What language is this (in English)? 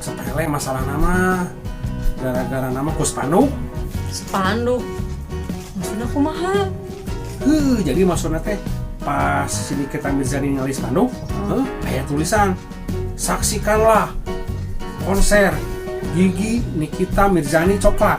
Sundanese